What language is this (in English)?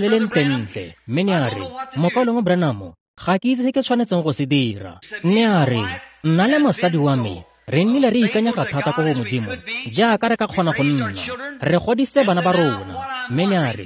Tswana